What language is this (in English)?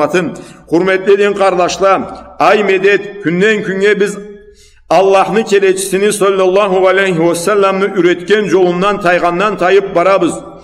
Karachay-Balkar